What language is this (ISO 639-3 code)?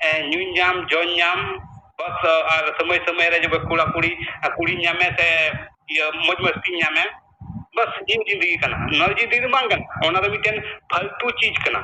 sat